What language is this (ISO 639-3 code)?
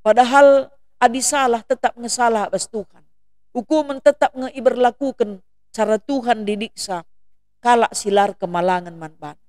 btx